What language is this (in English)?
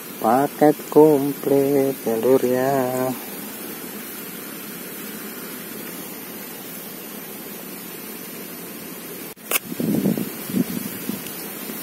Indonesian